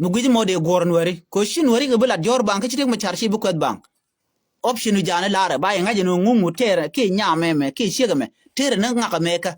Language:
Nuer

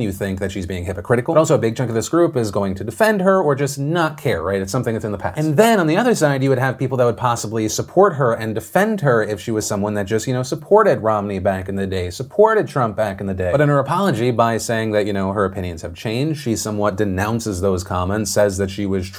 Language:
English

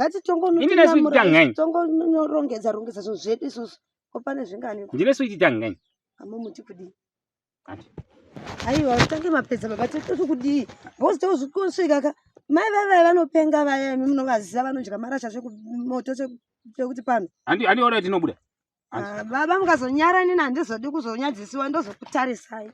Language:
Shona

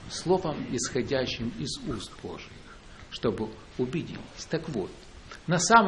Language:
Russian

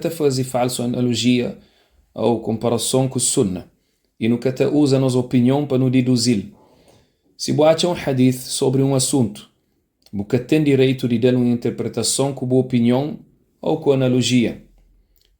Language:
Kabuverdianu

